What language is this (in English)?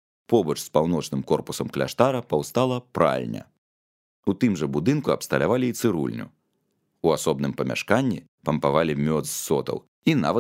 Belarusian